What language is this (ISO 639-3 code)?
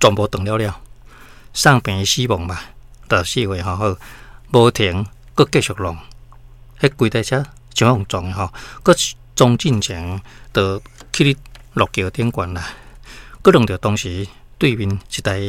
nan